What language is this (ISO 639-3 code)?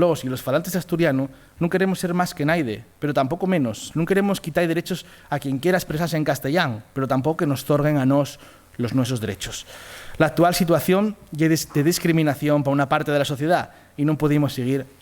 ast